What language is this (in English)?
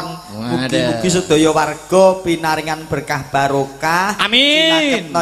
Javanese